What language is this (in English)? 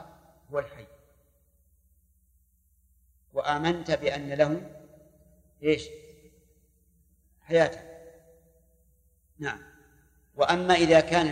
Arabic